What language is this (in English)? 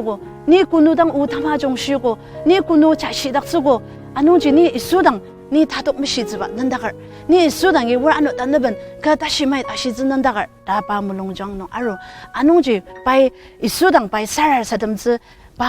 Ao Naga